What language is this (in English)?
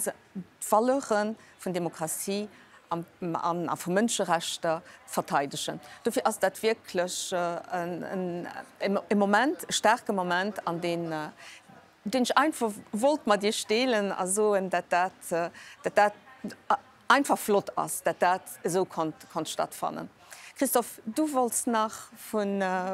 Luxembourgish